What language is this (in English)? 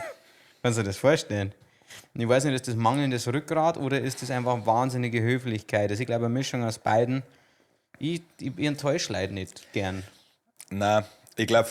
Bavarian